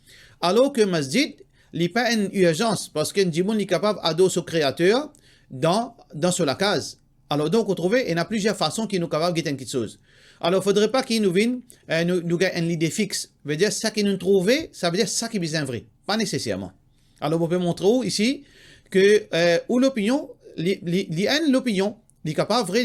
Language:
Morisyen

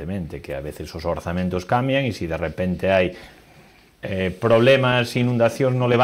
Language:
Galician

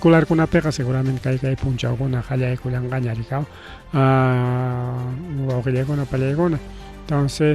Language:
Ayacucho Quechua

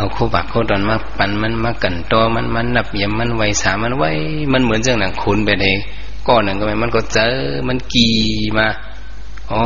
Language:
Shan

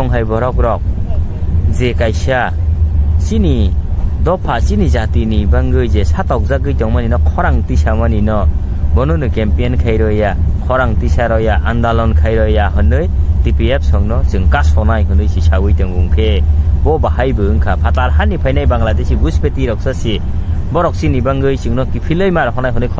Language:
Kok Borok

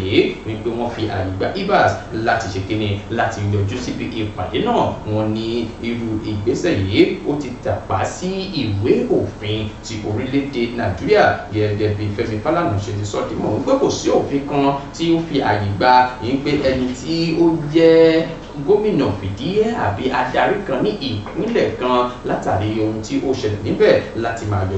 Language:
Yoruba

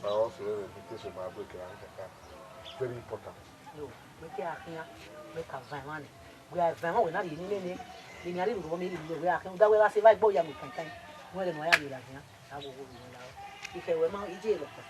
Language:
Bini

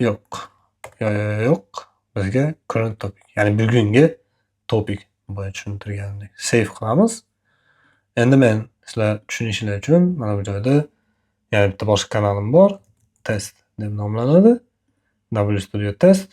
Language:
Uzbek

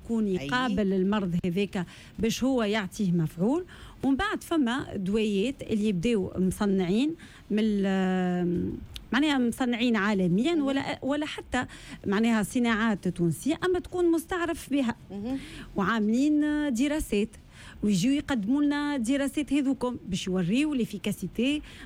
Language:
Tunisian Arabic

